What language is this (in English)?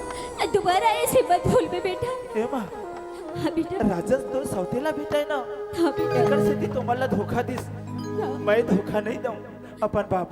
Chhattisgarhi